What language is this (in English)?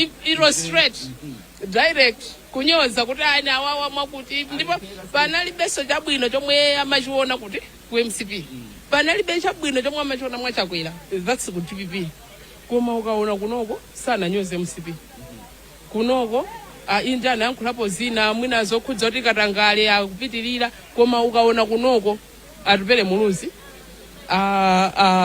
Nyanja